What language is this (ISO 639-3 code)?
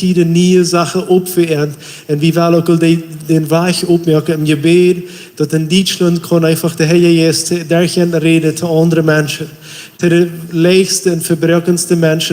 pdt